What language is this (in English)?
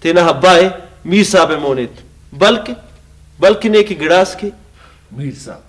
Brahui